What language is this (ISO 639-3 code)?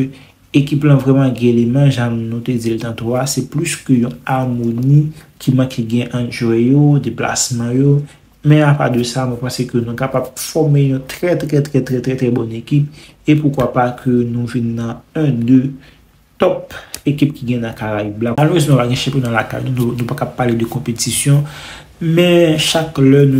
hat